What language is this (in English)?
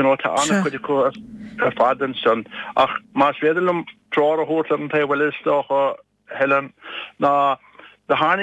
Irish